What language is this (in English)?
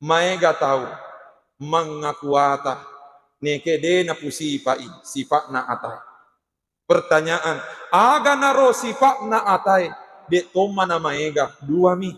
Buginese